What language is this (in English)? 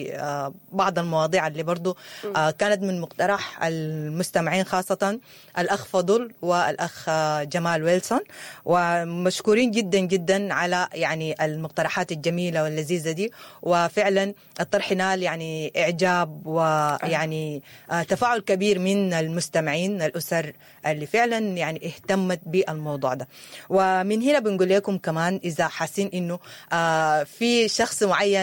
Sudanese Arabic